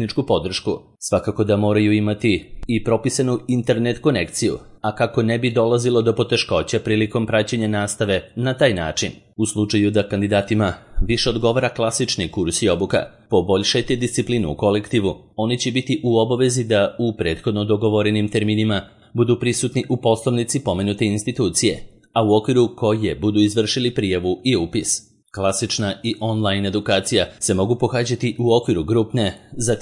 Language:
Serbian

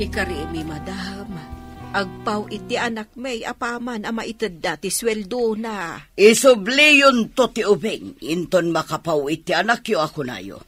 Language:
Iloko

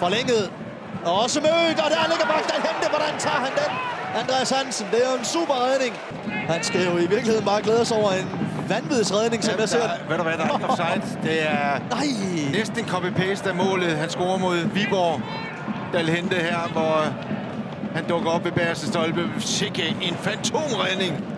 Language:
Danish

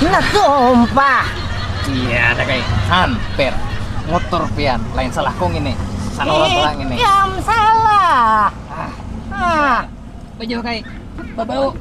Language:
Banjar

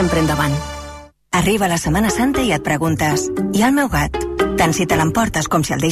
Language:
Catalan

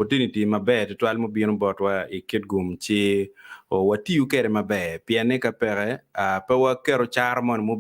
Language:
Acoli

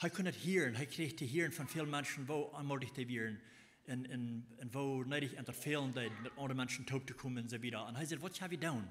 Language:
Plautdietsch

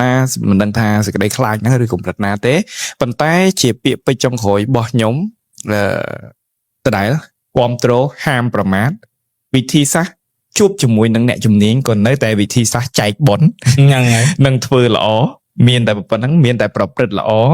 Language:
Khmer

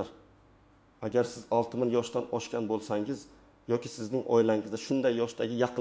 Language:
Uzbek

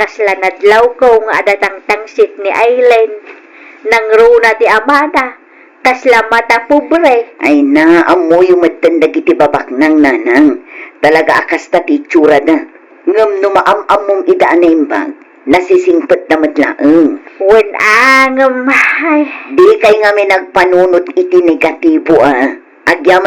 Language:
Iloko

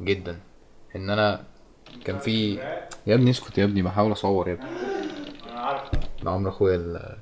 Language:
Egyptian Arabic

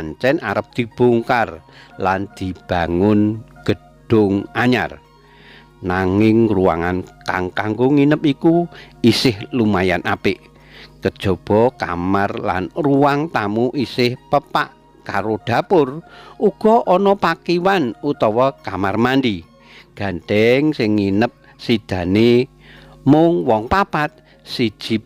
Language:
Javanese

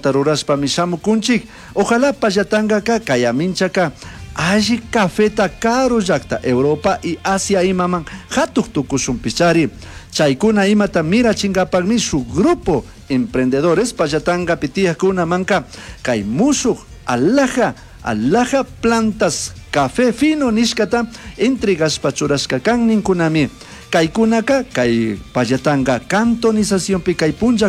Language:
Chimborazo Highland Quichua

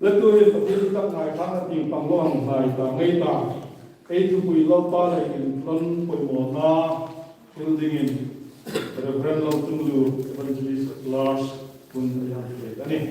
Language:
Hmar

